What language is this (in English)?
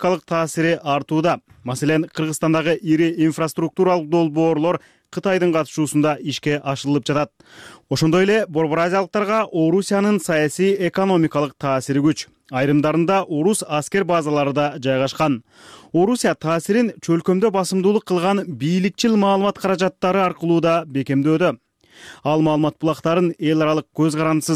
Kyrgyz